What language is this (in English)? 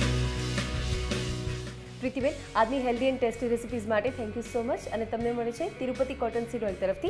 Gujarati